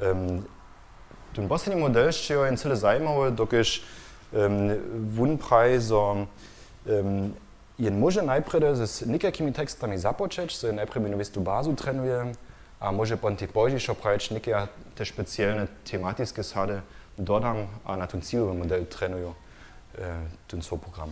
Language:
Upper Sorbian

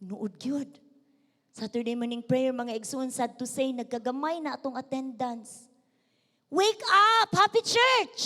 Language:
Cebuano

